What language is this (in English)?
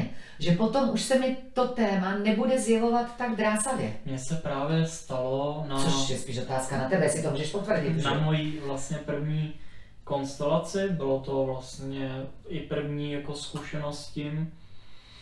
Czech